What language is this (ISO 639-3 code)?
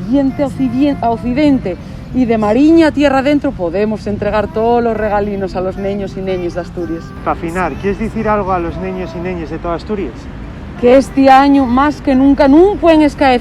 ast